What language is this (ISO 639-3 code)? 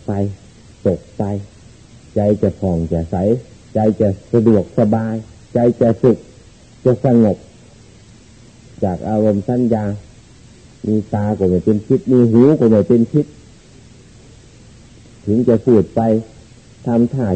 tha